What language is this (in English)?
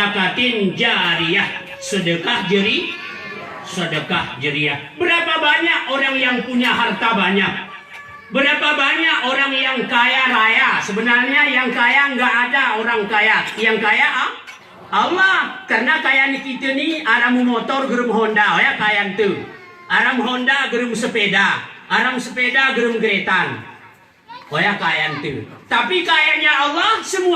Gayo